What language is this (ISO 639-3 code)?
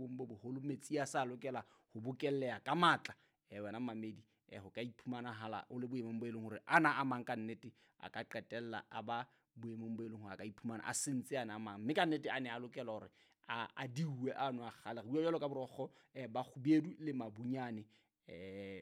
sot